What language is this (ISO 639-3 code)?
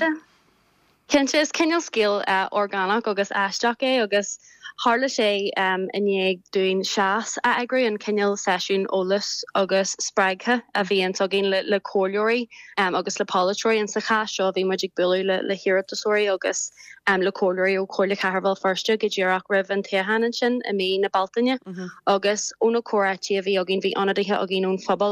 gle